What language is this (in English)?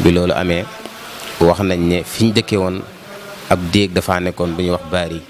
Wolof